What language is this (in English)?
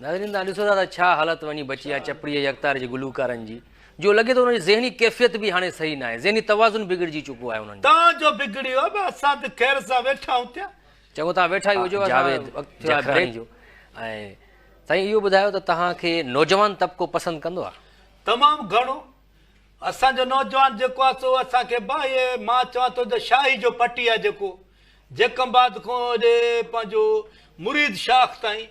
Sindhi